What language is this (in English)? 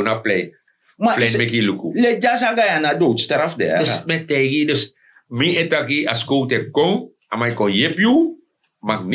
Sranan Tongo